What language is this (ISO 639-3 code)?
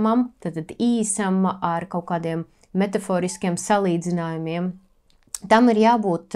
lav